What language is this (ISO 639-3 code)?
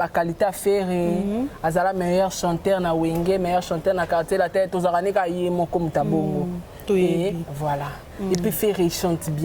lin